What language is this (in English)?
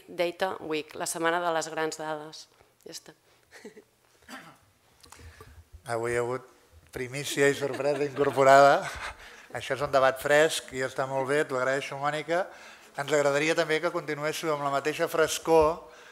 Catalan